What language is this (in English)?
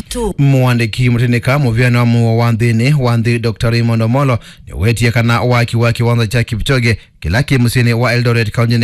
Kamba